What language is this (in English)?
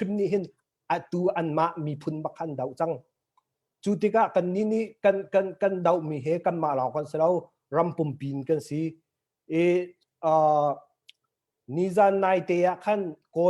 Hakha Chin